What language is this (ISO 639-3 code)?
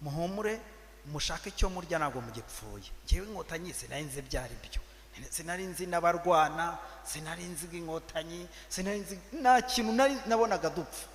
kin